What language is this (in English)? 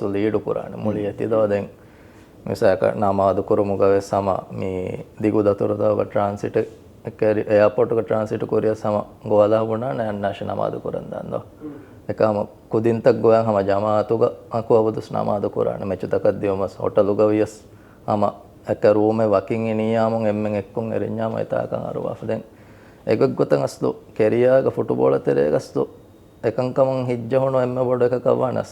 Divehi